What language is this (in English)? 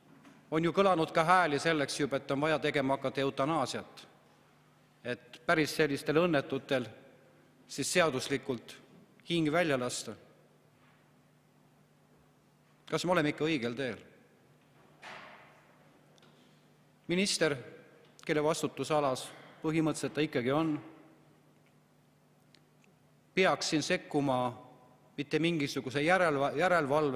Estonian